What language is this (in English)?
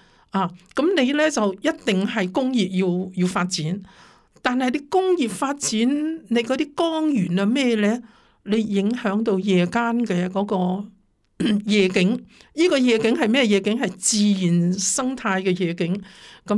Cantonese